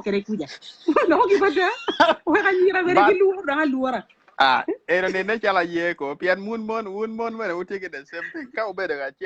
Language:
Acoli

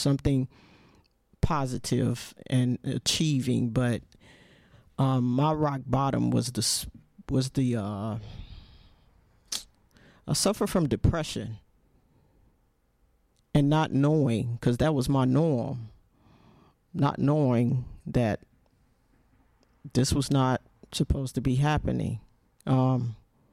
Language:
English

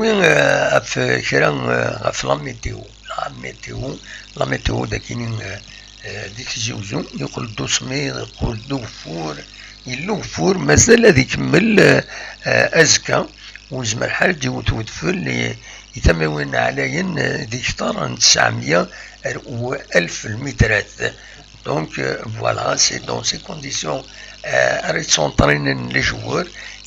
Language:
Kabyle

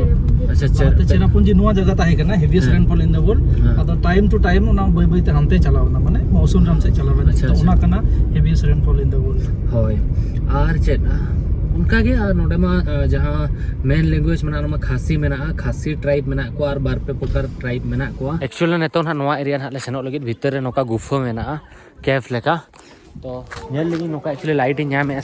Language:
Santali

